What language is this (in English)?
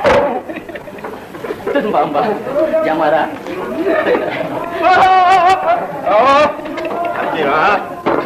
Malay